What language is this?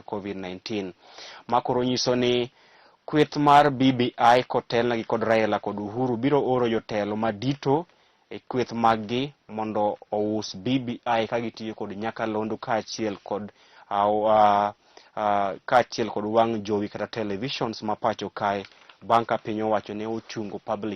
Luo (Kenya and Tanzania)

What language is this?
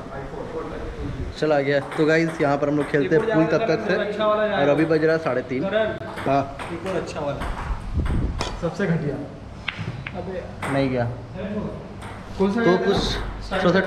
Hindi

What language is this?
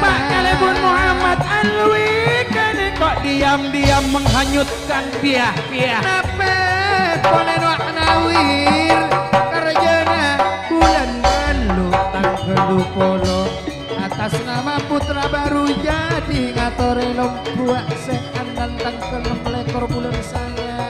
Madurese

